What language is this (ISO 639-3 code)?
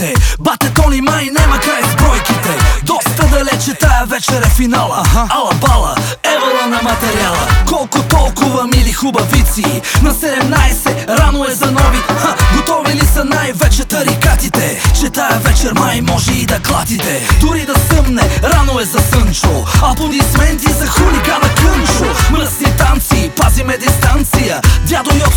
bul